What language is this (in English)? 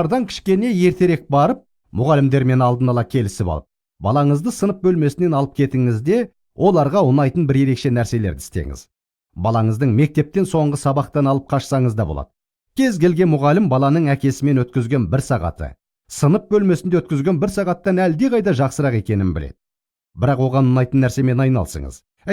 Kazakh